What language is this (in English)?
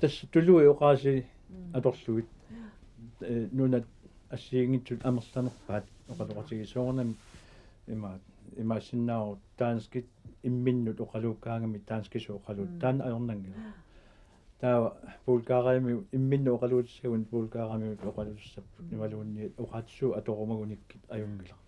Kalaallisut